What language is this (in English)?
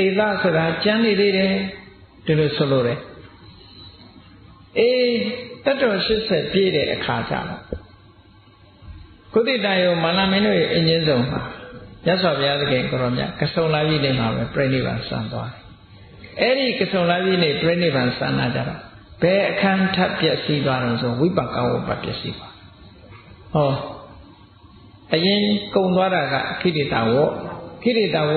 Burmese